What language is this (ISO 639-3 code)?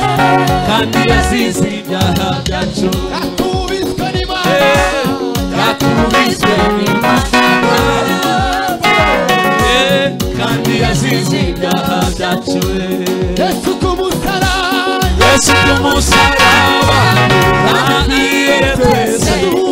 kin